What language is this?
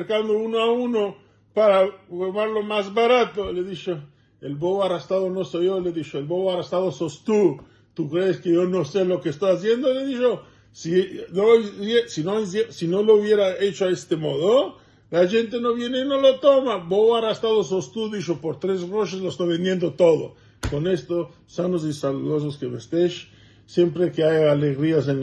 Ladino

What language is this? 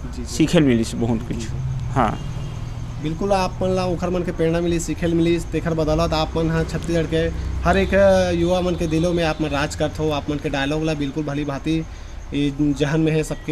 Chhattisgarhi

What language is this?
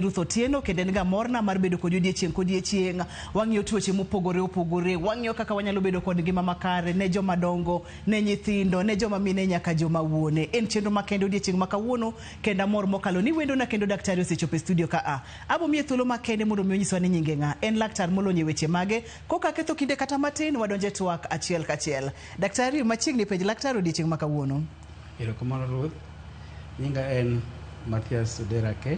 Luo (Kenya and Tanzania)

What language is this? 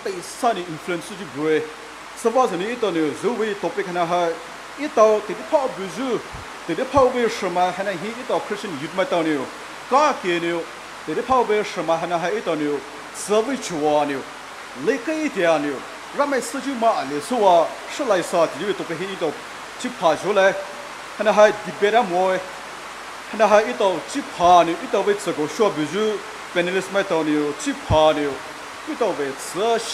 Poumei Naga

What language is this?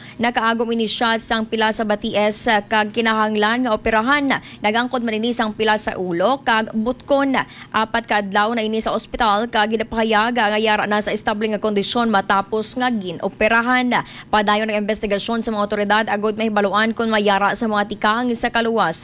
Hiligaynon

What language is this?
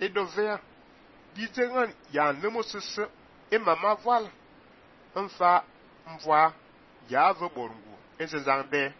Fang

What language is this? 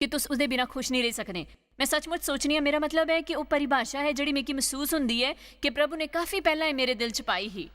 Dogri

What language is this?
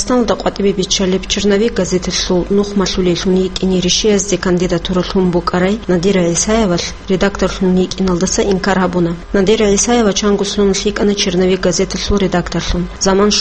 Avaric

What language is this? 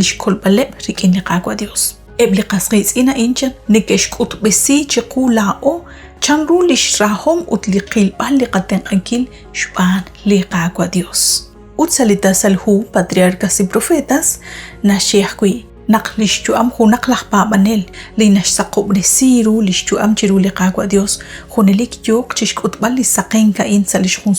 Kekchí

